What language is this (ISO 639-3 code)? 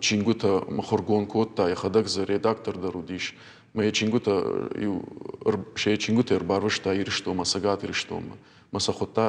oss